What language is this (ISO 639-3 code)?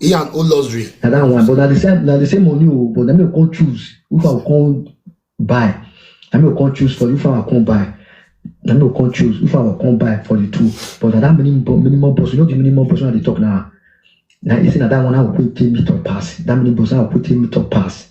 pcm